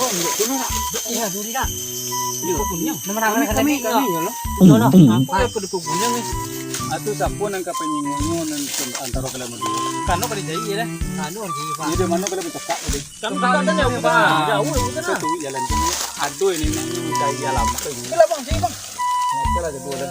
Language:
Minangkabau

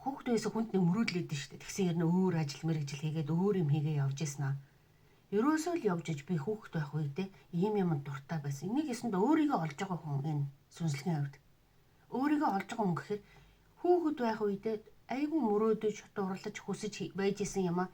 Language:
Mongolian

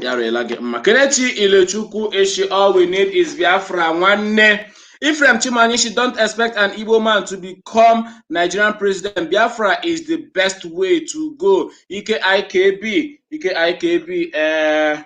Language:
Igbo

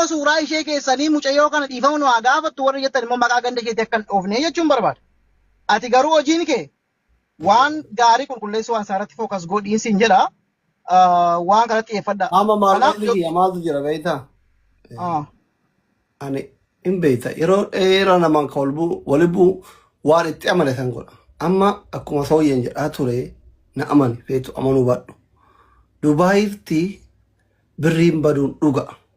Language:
Oromo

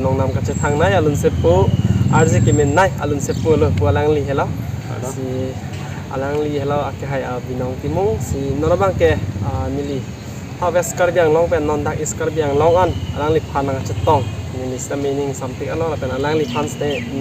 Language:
Karbi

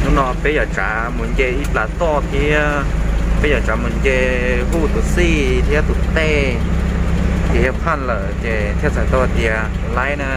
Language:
Hmong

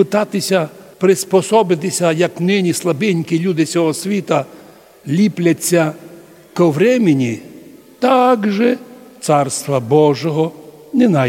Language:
Rusyn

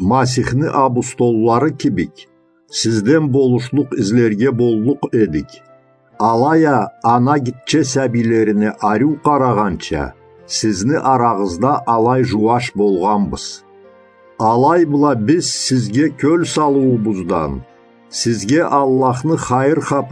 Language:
Karachay-Balkar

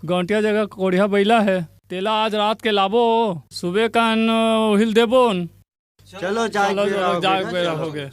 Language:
Chhattisgarhi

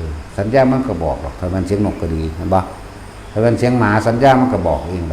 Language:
Northeastern Thai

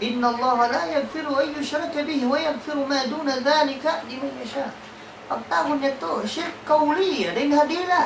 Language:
Tausug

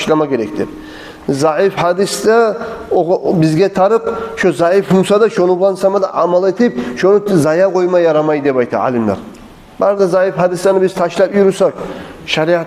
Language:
Kumyk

